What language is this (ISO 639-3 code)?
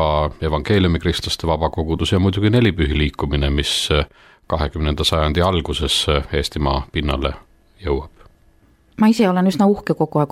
est